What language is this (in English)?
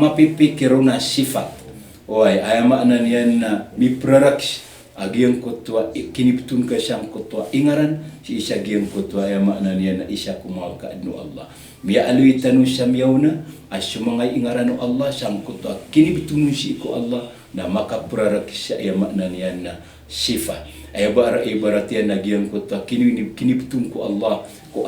Maranao